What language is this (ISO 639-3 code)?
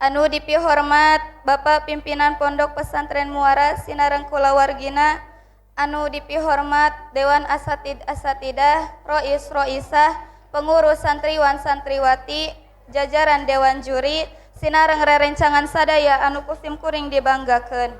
sun